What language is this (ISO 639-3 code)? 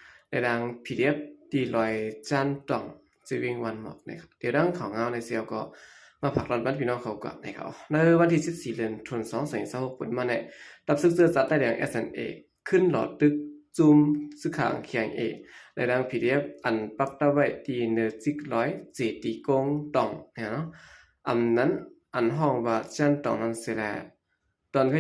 shn